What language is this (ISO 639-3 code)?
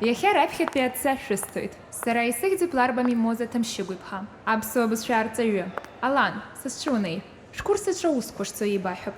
abk